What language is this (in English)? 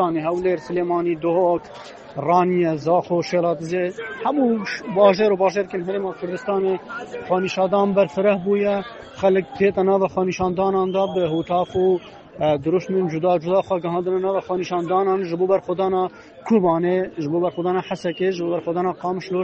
Kurdish